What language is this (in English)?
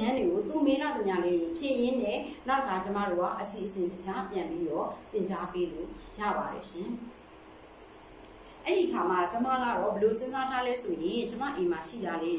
Burmese